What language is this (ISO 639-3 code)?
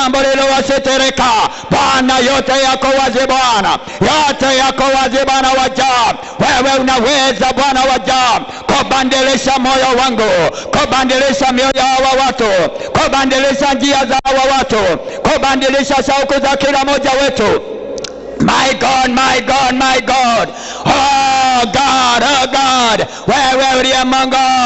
swa